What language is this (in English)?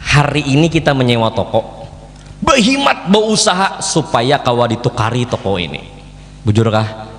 Banjar